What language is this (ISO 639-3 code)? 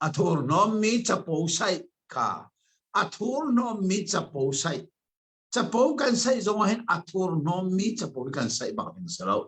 cnh